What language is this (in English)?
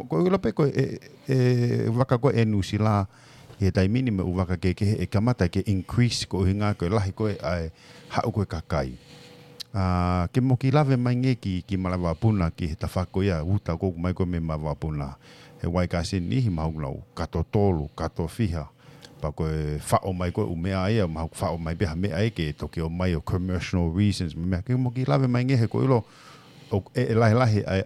Tongan